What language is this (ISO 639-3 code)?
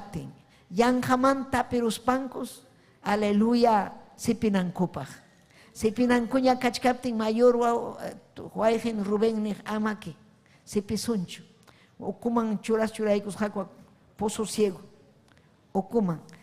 quy